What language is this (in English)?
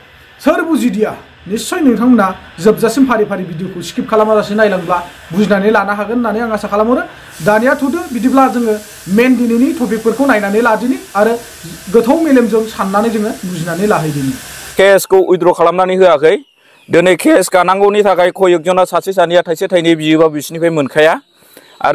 Bodo